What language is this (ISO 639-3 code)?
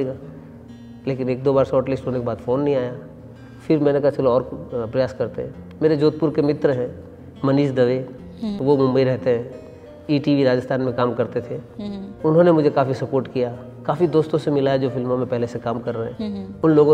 hin